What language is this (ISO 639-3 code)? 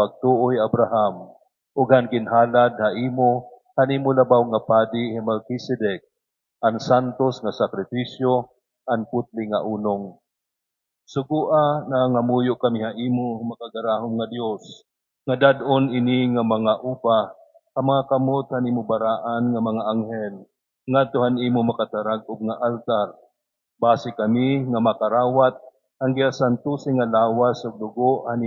war